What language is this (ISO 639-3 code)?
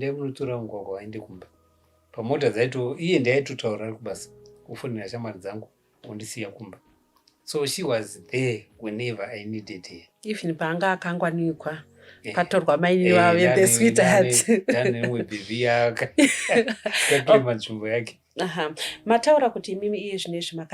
sna